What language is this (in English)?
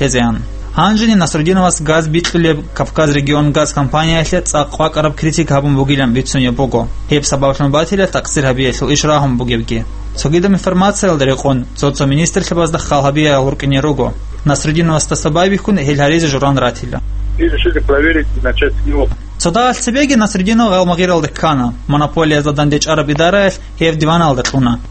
Avaric